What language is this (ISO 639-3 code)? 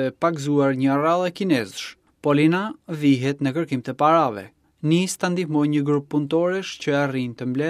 sqi